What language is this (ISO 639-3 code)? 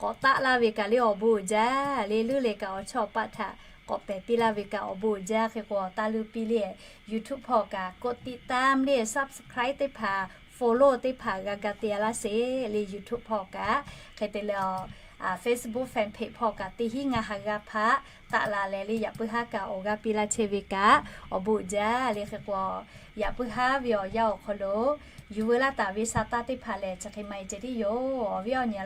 lhu